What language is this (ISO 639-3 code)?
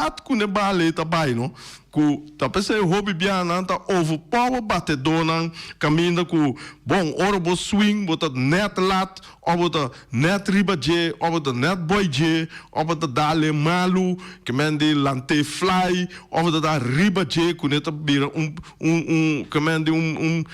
pap